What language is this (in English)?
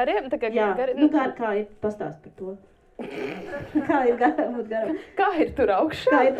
Latvian